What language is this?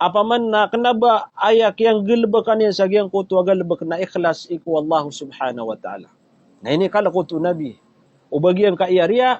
Maranao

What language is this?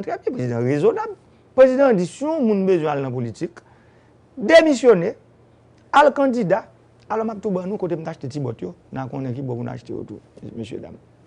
Haitian Creole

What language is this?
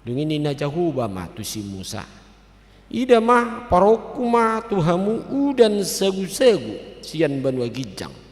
Batak Toba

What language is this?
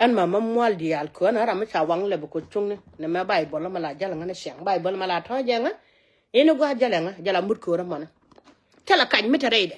Nuer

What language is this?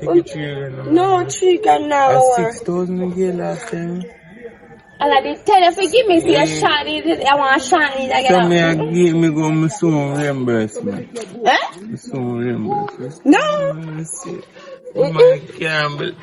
Jamaican Creole English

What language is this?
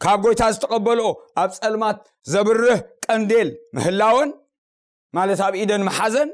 Tigrinya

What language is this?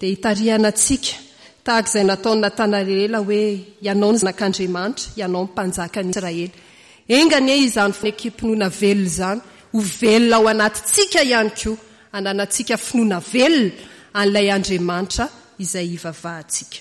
Malagasy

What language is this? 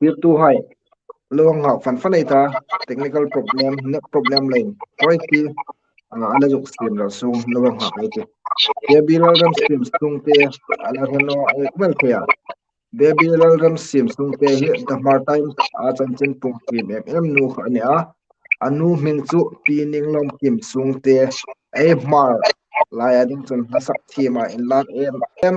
Hmar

